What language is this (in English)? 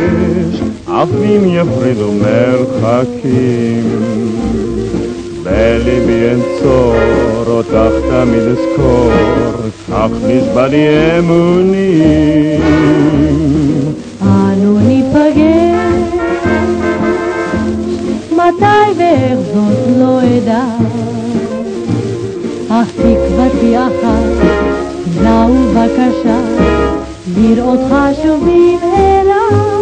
Hebrew